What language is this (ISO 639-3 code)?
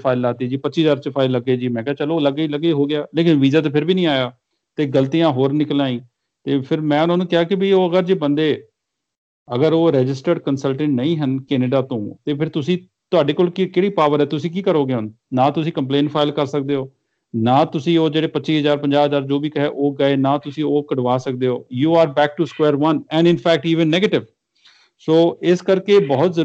pan